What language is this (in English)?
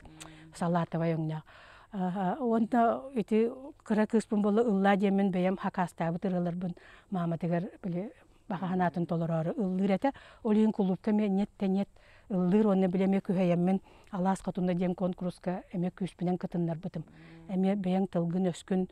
Yakut